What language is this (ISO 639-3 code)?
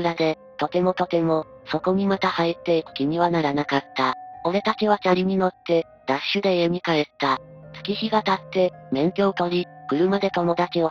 jpn